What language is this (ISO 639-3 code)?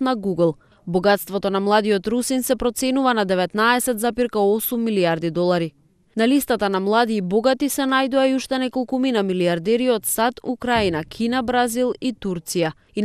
mkd